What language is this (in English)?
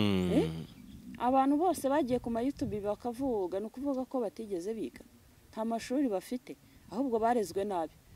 Kinyarwanda